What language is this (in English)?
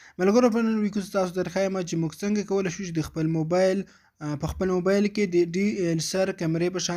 Pashto